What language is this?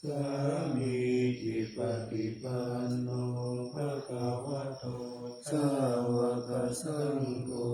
Pali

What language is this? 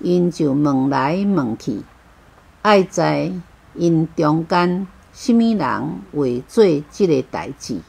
Min Nan Chinese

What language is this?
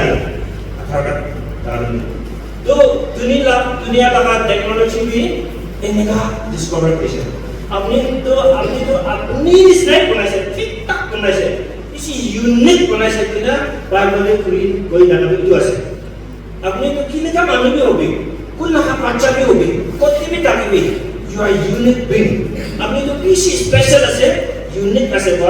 Naga Pidgin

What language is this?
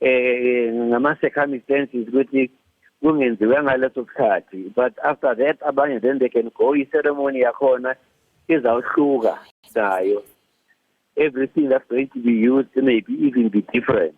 Zulu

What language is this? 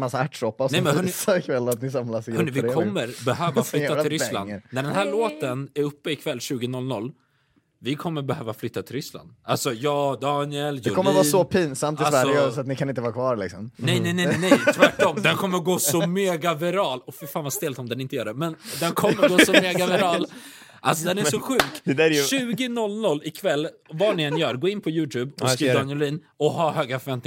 Swedish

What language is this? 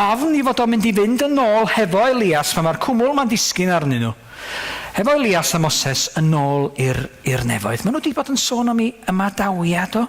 Welsh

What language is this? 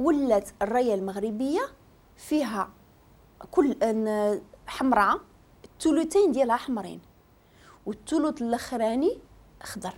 Moroccan Arabic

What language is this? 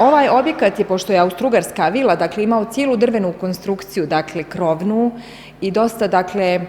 Bosnian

